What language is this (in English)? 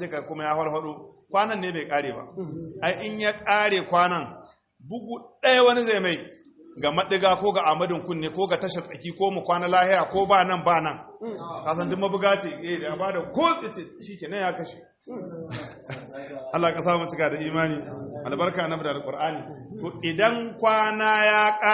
Hausa